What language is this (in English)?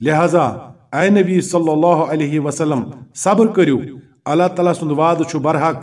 Kashmiri